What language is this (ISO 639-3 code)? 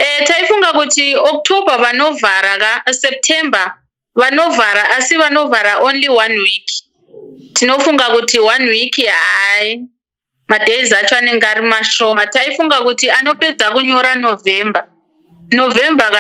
sna